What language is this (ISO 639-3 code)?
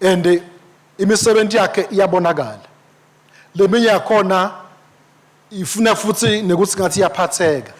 ssw